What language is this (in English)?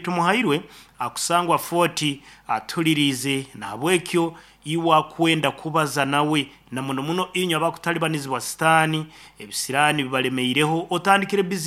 Nyoro